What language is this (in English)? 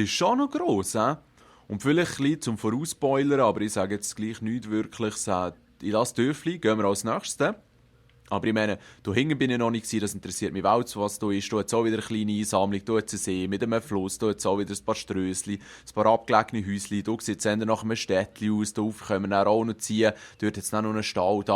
Swiss German